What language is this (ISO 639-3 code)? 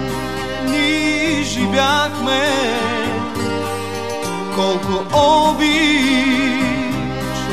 bul